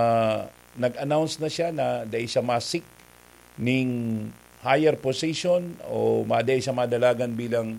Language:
Bikol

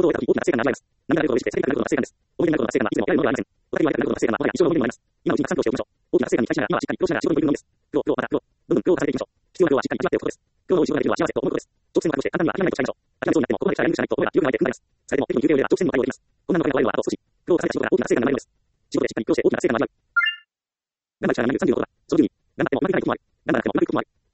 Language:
Japanese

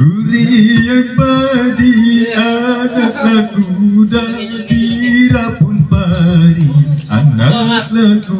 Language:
Banjar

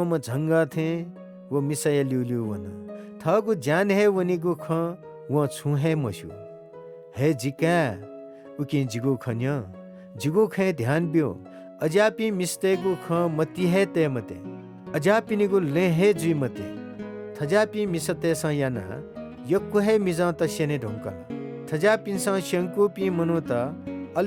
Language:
Newari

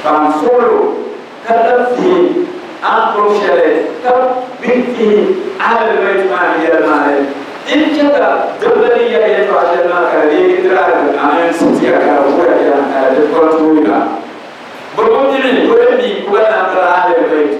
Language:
Dagbani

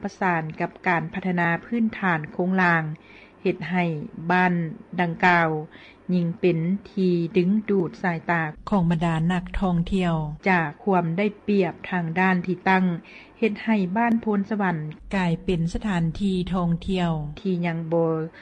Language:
Lao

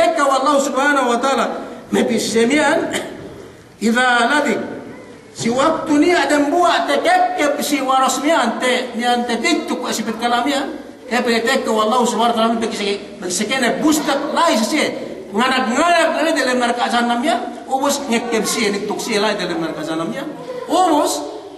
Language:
Yakan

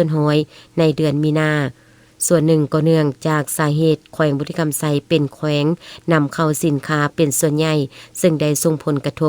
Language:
Lao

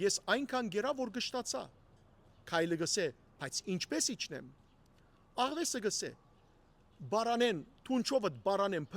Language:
Western Armenian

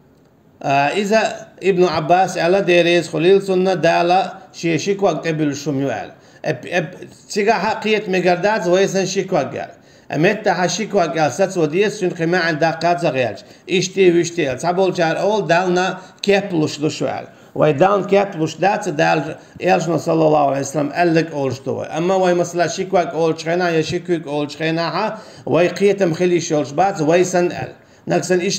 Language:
Chechen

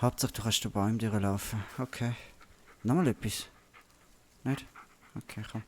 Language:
Swiss German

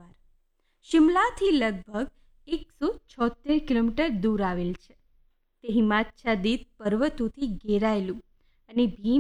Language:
Gujarati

